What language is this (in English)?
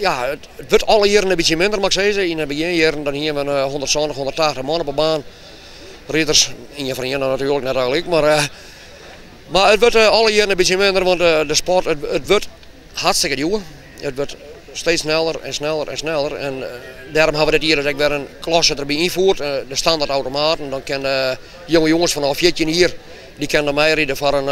Western Frisian